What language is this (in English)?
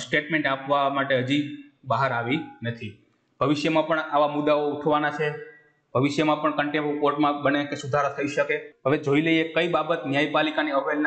Gujarati